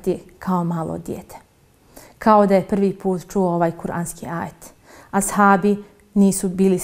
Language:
Bosnian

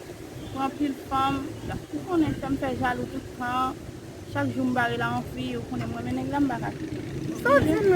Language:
Haitian Creole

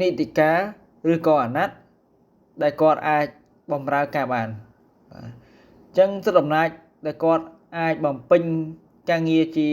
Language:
Khmer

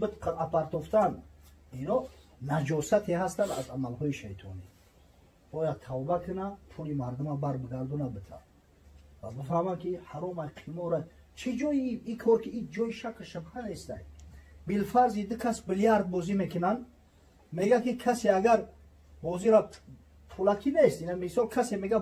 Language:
Tajik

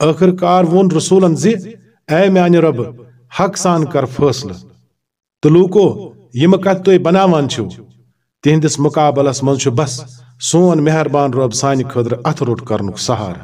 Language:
Kashmiri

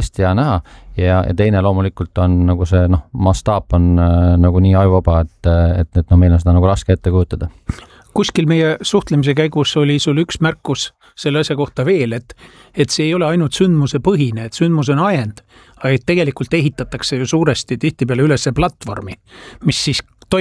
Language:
Estonian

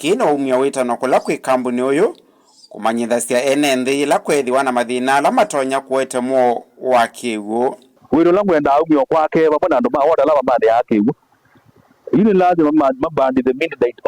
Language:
Kamba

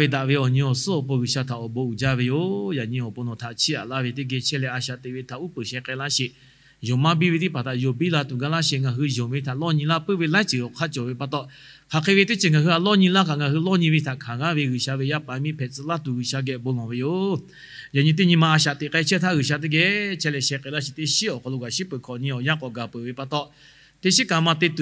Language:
Lahu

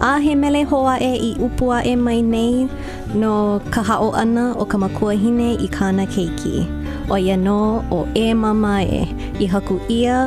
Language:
Hawaiian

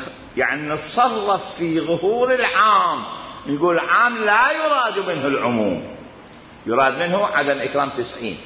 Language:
Mesopotamian Arabic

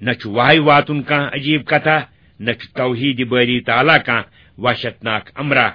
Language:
Kashmiri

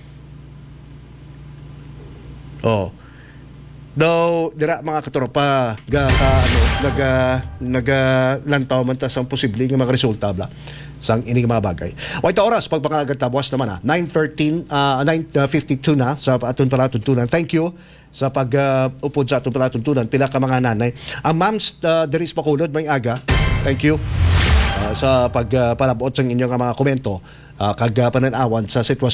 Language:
Hiligaynon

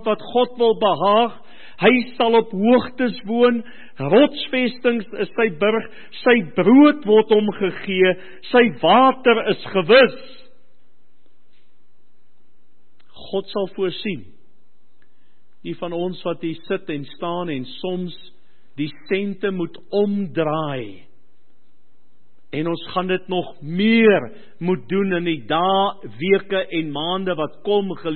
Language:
Afrikaans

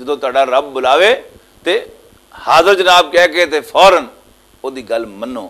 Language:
Western Panjabi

